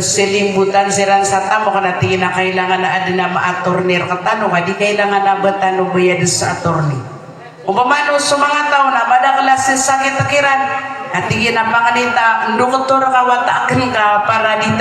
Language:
Maranao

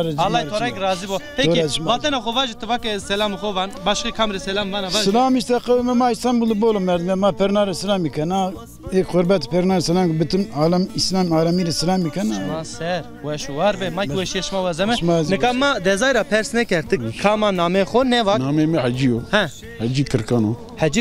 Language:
Zaza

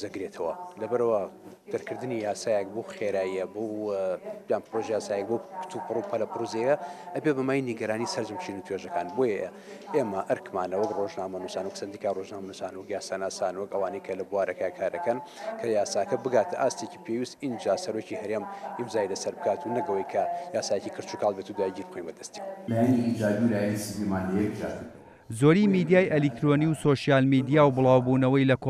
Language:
Central Kurdish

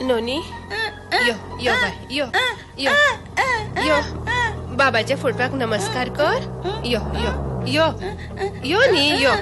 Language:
Konkani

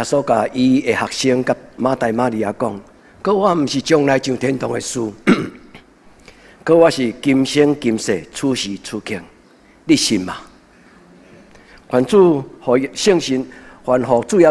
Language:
Min Nan Chinese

